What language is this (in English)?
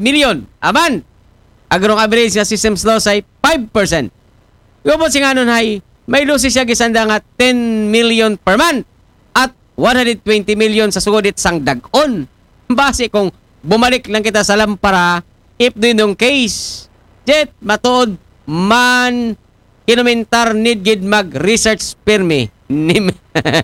Aklanon